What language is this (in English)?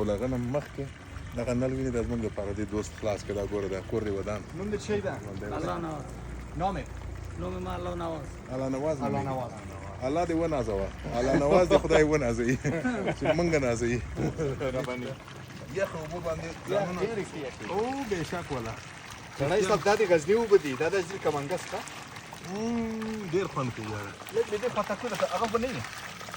Pashto